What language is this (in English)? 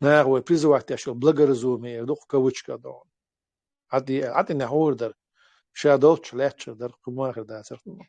Chechen